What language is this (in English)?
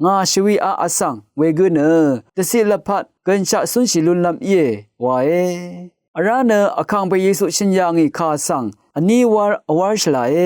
Rawang